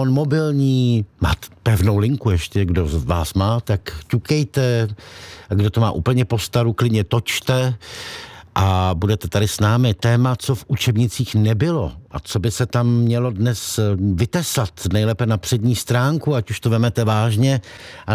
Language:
Czech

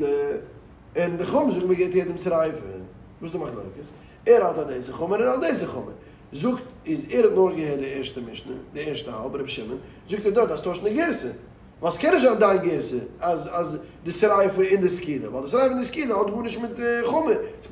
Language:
Yiddish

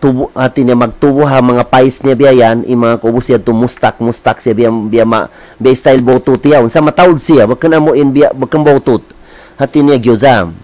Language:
Tausug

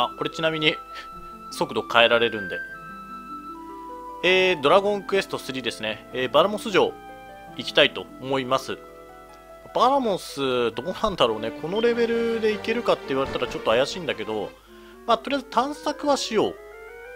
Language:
Japanese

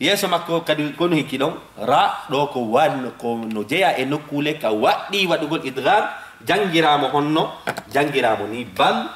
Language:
Fula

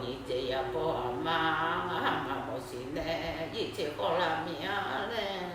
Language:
Akha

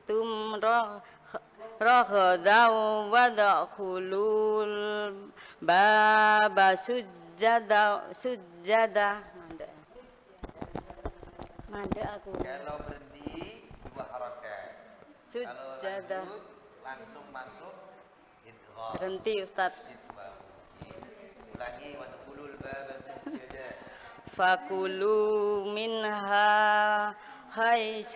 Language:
Indonesian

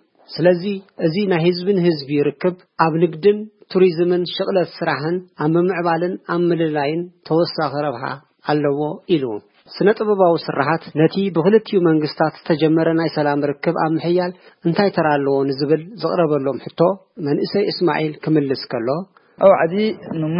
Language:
Tigrinya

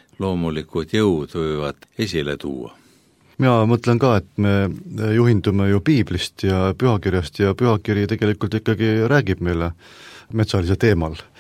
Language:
Estonian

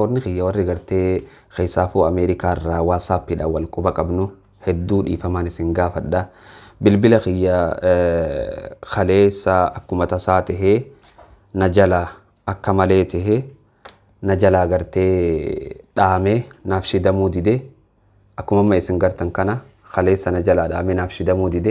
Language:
Oromo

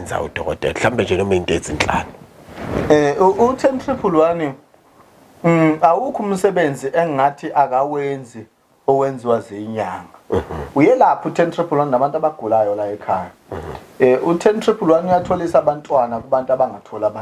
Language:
Zulu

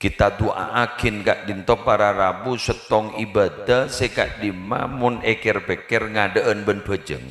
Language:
Madurese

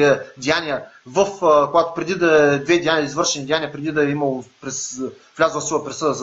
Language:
Bulgarian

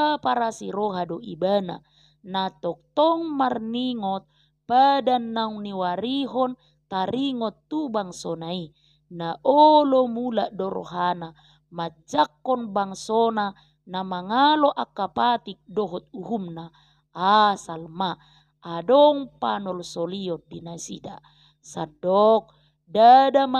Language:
Batak Toba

